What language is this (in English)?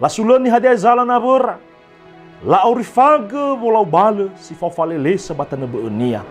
Nias